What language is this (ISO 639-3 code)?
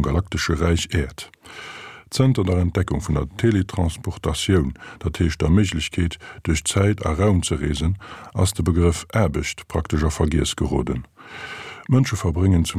ltz